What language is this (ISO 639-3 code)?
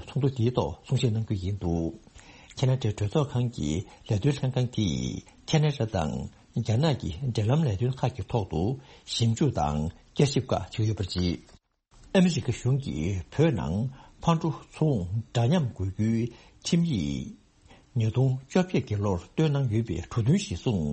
bod